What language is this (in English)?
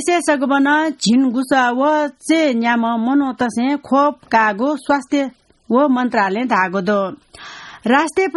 Newari